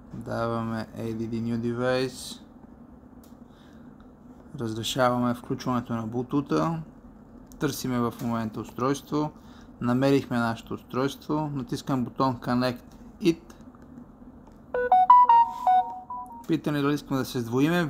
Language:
Bulgarian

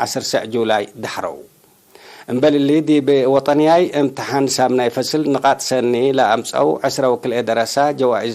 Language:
Tigre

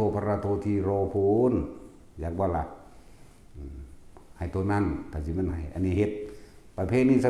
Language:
Northeastern Thai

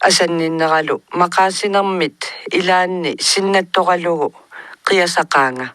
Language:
Kalaallisut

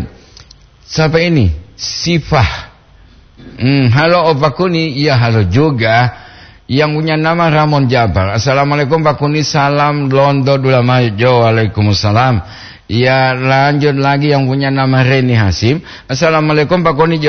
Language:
Gorontalo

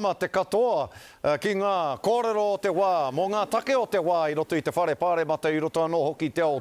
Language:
Māori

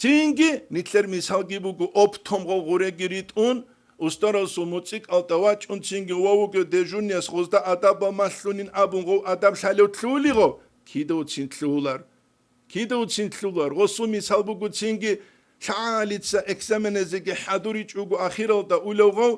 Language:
Avaric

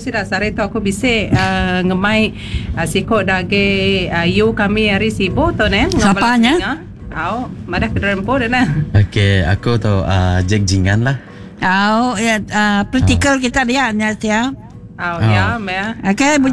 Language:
Iban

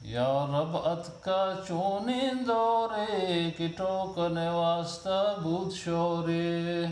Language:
Eastern Balochi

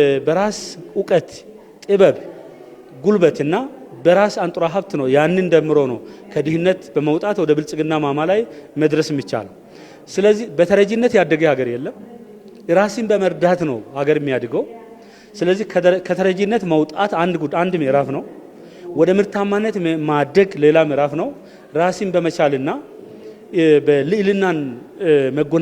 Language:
Amharic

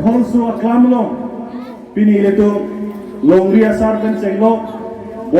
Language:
Karbi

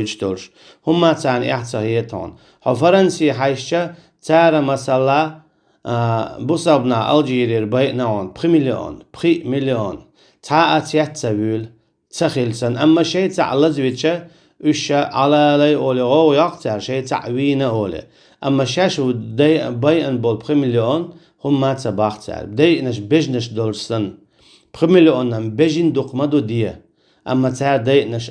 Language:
Chechen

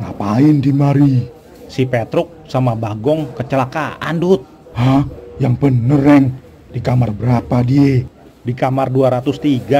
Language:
Betawi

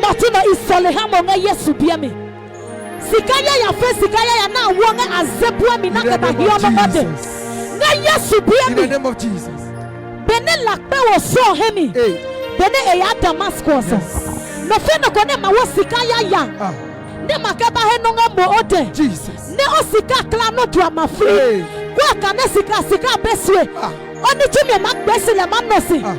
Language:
Adangme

